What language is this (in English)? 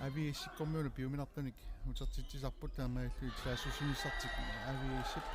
Kalaallisut